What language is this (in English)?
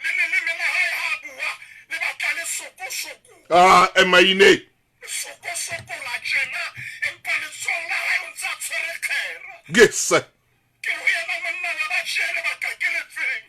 Southern Sotho